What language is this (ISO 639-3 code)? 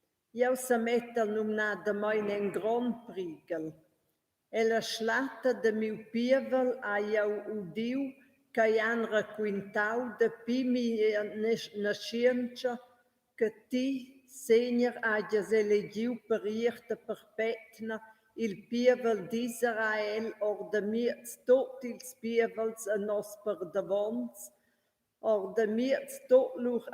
roh